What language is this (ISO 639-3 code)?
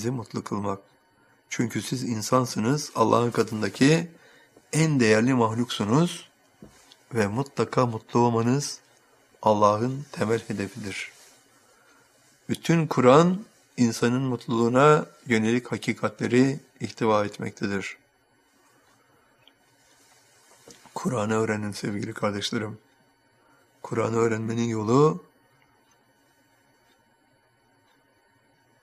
tur